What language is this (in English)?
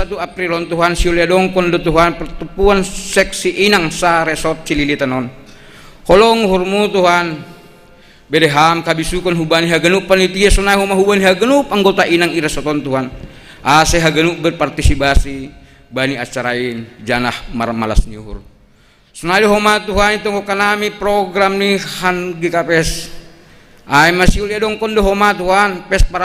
Batak Simalungun